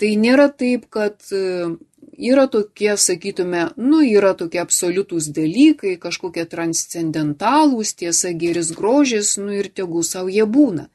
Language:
Lithuanian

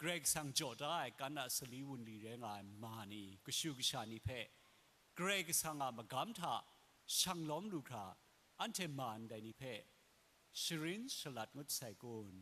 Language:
Kachin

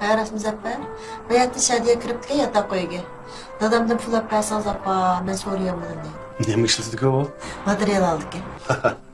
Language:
Uyghur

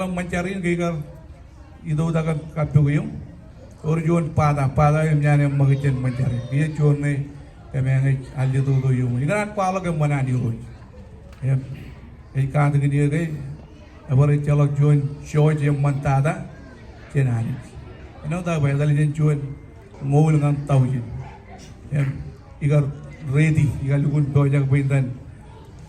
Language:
Marshallese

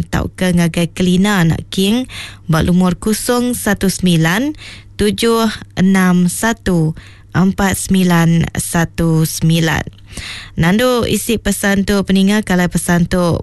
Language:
Iban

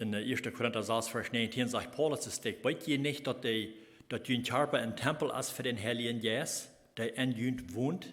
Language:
Plautdietsch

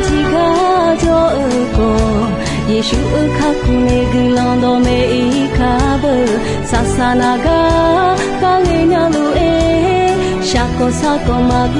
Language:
Akha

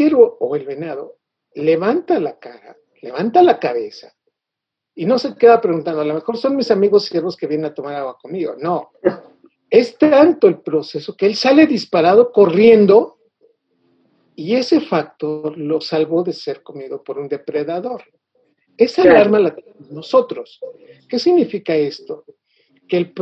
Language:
Spanish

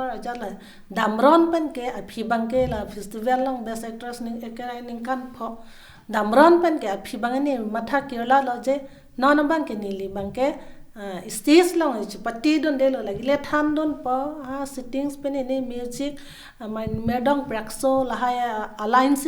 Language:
Karbi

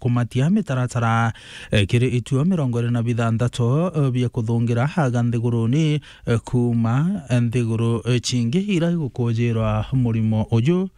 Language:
Meru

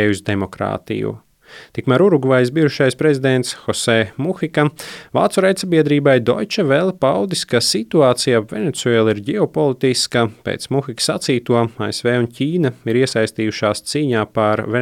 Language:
Latvian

